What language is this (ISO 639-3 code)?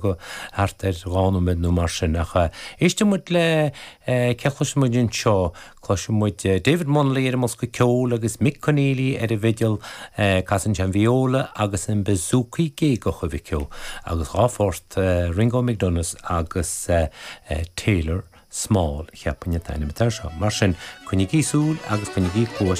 gle